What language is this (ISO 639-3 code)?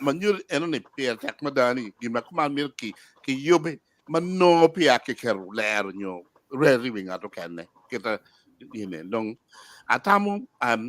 ach